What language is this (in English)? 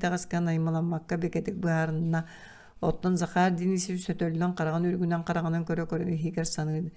Yakut